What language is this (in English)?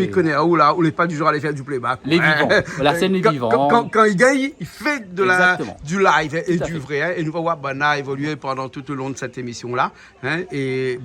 Réunion Creole French